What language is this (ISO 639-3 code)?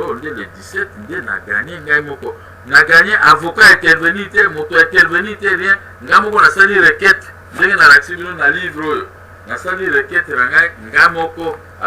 lin